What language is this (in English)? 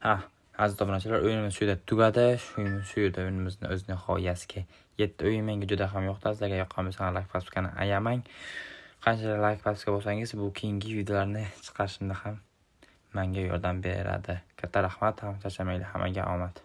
Uzbek